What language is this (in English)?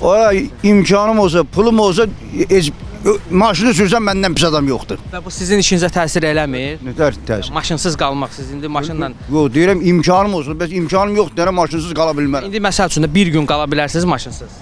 Azerbaijani